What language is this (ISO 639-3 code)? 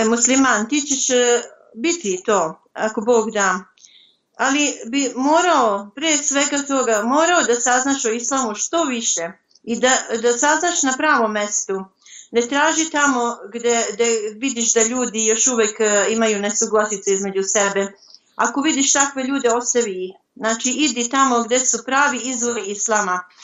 bos